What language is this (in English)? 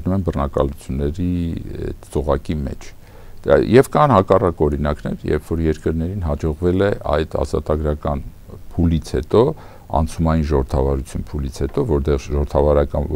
Armenian